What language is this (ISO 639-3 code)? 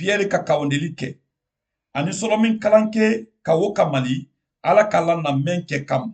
man